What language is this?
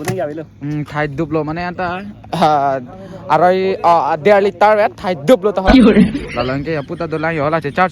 Karbi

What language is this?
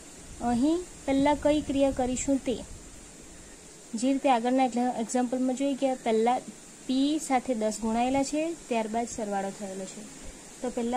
Gujarati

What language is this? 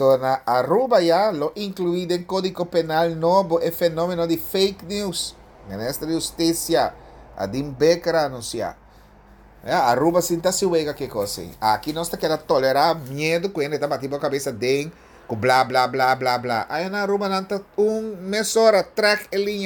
Papiamento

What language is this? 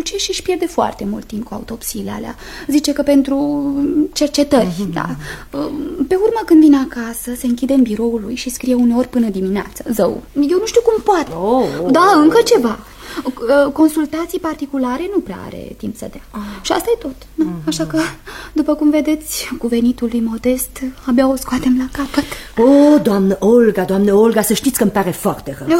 Romanian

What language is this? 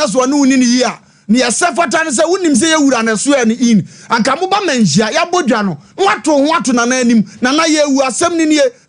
Akan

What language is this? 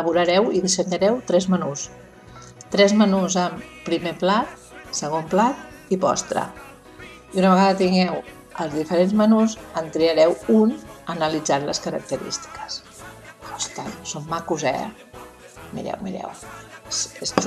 Catalan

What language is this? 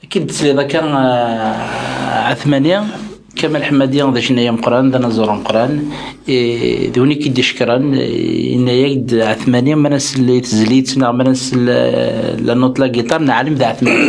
Kabyle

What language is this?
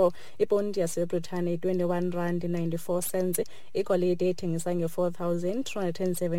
Xhosa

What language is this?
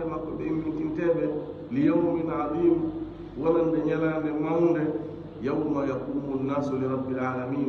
Fula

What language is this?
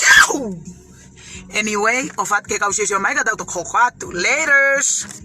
Tongan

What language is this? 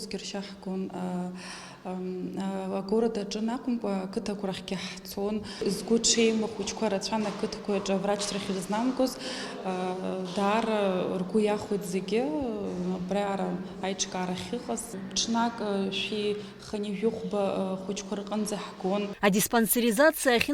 Abkhazian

